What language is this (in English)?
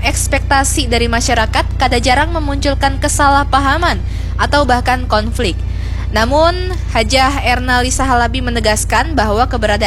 Banjar